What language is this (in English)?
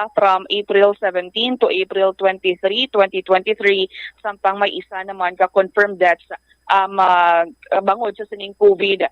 Hiligaynon